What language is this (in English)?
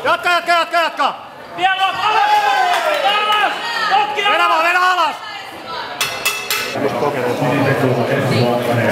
Finnish